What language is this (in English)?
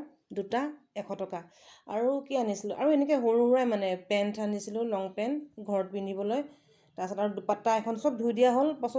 Assamese